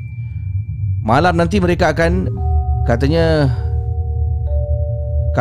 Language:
Malay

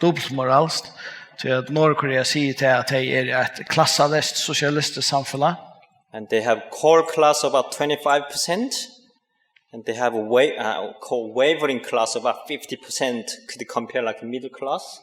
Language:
Faroese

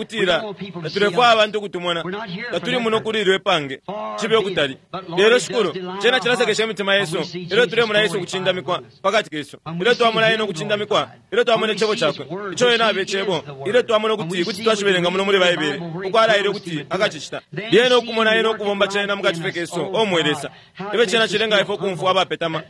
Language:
Bemba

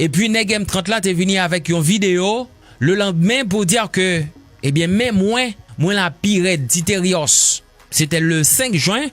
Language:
Haitian Creole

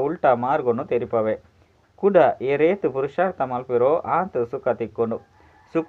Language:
Tulu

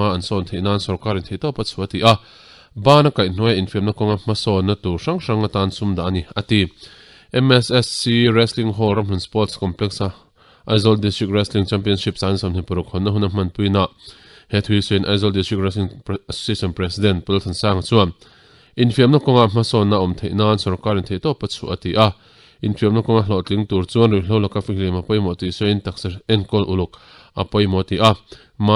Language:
Mizo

